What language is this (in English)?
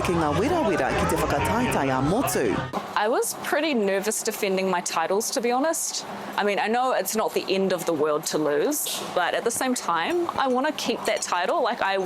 Māori